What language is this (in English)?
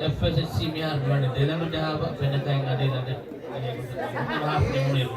Divehi